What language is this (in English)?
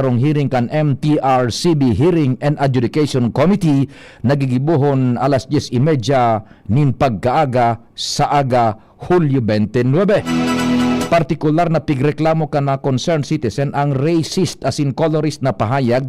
Bikol